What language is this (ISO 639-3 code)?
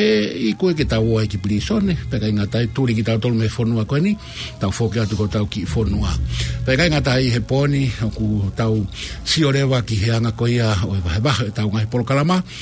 ton